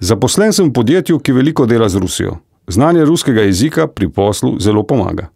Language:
Slovenian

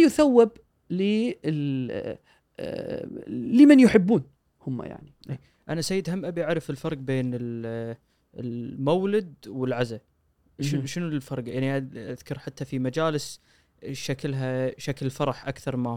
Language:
Gulf Arabic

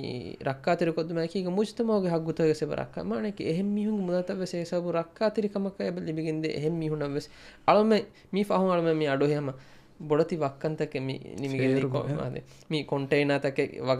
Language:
Divehi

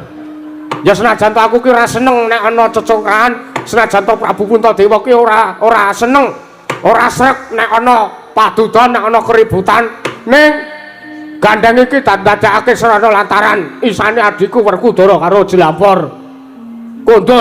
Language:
Javanese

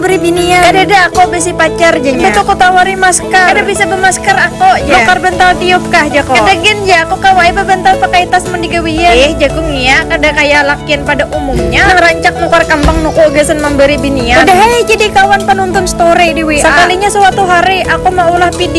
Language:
Banjar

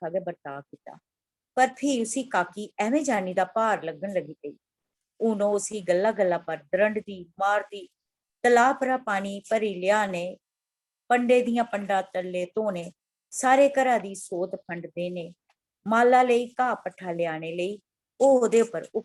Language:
Dogri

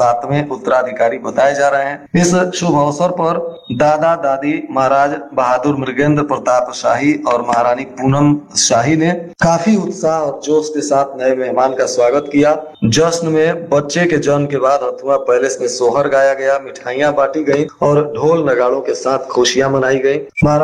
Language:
Hindi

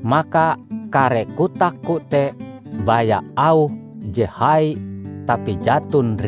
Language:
Ngaju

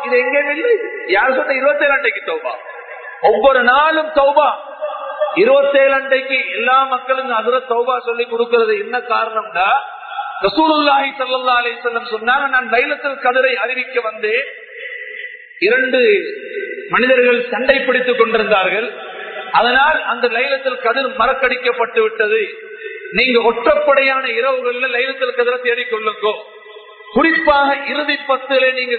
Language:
Tamil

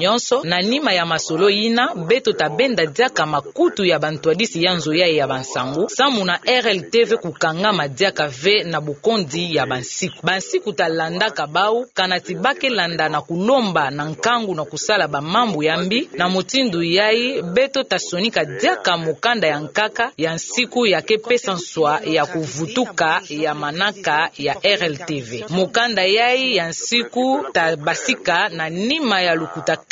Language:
Kituba (Democratic Republic of Congo)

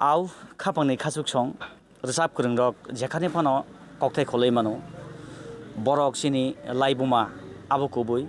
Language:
Kok Borok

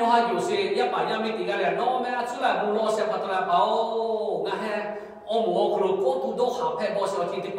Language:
Lahu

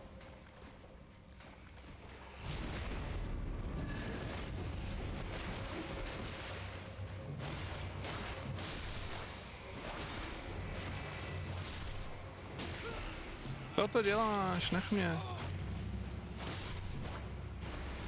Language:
Czech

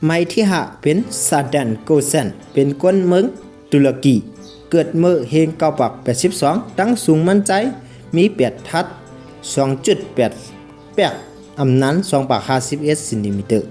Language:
Shan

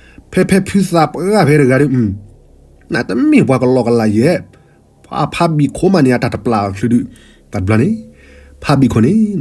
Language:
S'gaw Karen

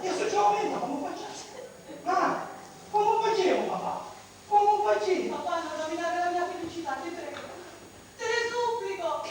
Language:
Sicilian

